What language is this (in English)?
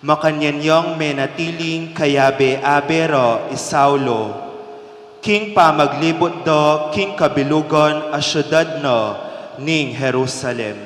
Pampanga